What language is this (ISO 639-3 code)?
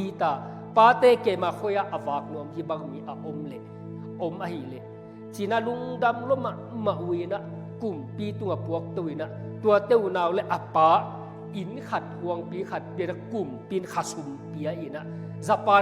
ctd